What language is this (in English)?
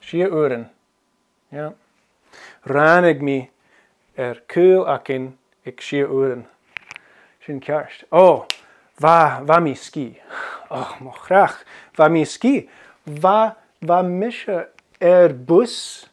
Scottish Gaelic